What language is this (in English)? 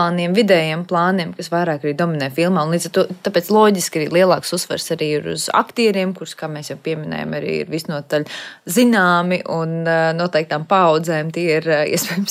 Latvian